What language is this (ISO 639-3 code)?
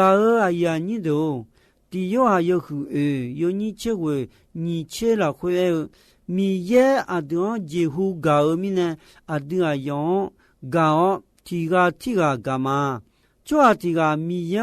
ahk